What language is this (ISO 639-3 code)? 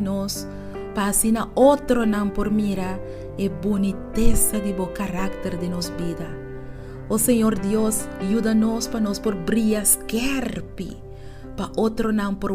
pap